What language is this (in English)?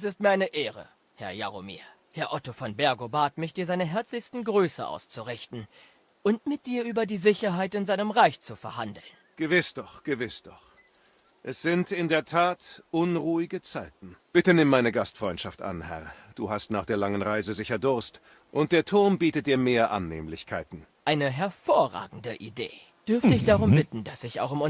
Bavarian